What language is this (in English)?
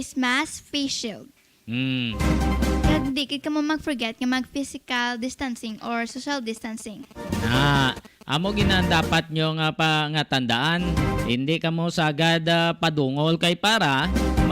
Hiligaynon